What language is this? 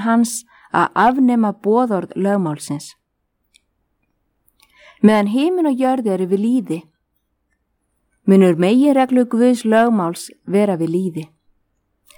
Icelandic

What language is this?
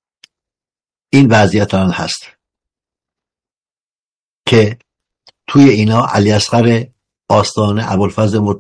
Persian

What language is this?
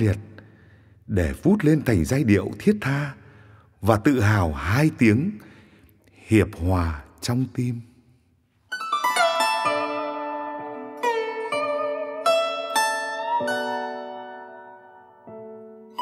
Vietnamese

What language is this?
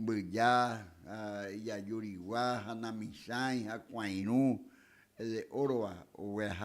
Guarani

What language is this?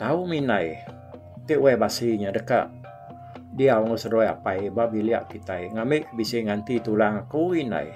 Iban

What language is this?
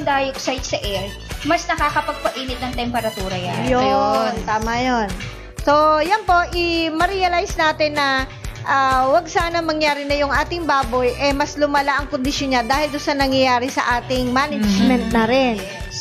Filipino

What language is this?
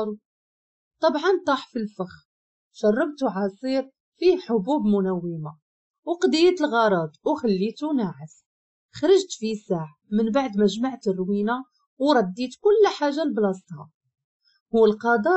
Moroccan Arabic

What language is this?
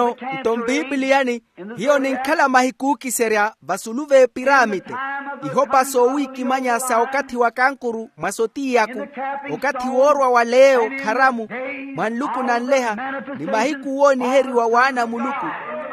Makhuwa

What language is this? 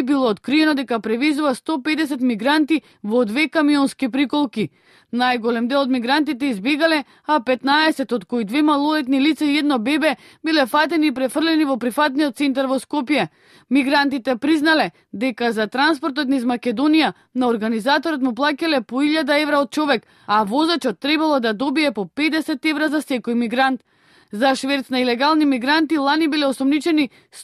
Macedonian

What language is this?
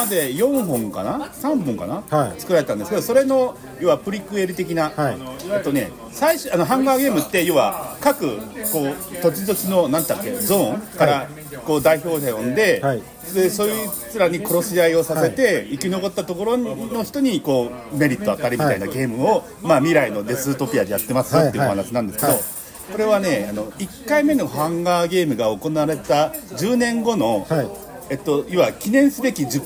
Japanese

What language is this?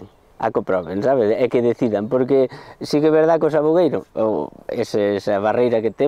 Galician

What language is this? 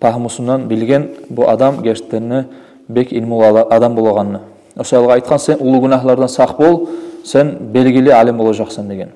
Kumyk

